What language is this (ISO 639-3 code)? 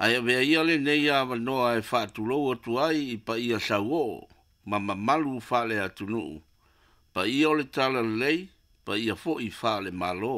smo